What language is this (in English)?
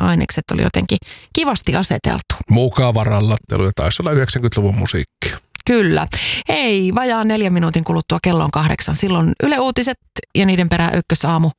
Finnish